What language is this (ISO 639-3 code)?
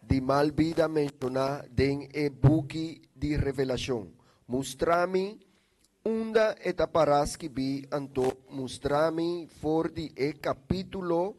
pap